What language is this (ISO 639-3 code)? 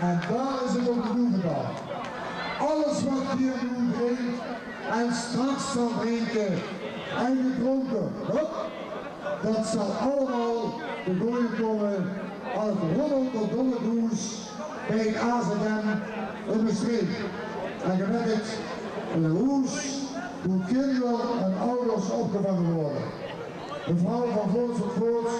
lim